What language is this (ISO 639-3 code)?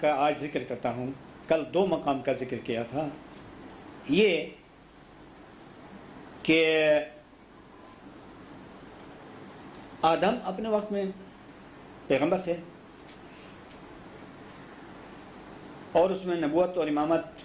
urd